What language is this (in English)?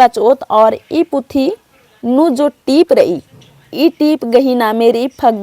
Kurukh